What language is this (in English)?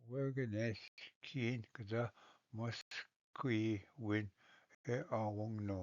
Ojibwa